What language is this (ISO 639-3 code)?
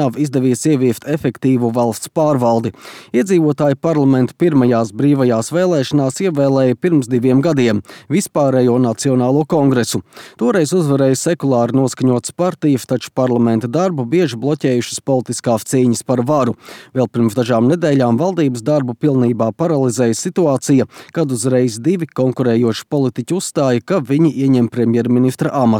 lav